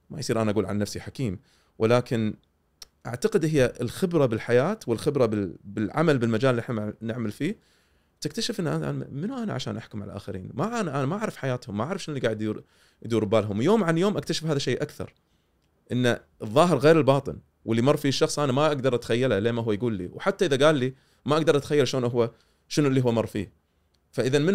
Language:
Gulf Arabic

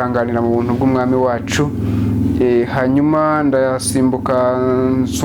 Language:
Kinyarwanda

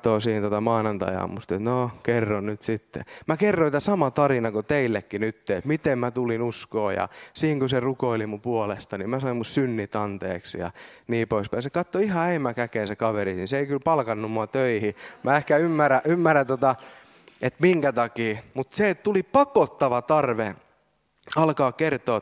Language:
Finnish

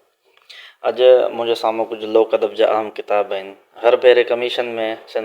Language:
Sindhi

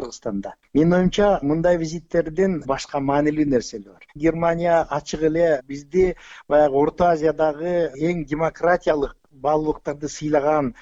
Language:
Kyrgyz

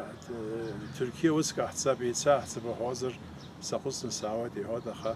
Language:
Abkhazian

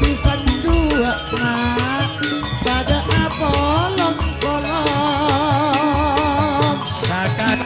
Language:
Madurese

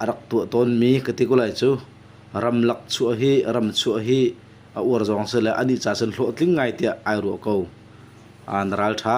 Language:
Hakha Chin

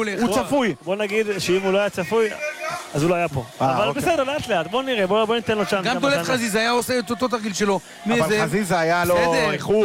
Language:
Hebrew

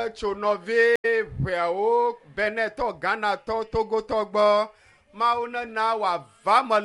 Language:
Ewe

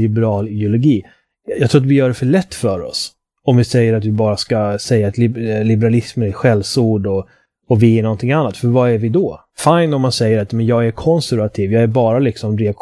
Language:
Swedish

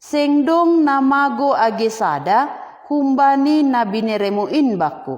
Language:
Batak Simalungun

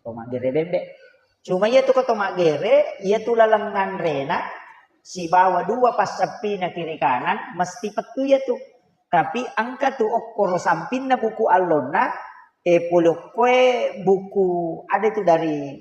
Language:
Buginese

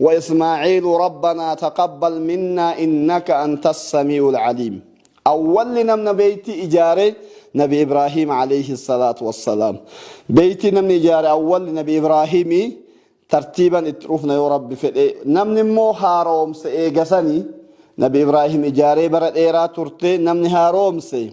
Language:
Oromo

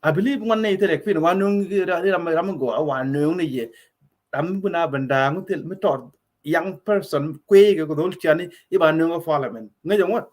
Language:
Nuer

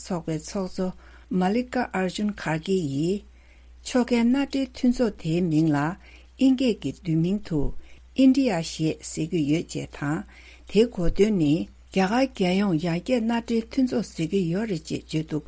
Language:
Tibetan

